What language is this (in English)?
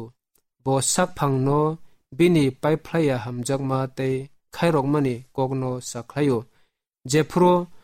Kok Borok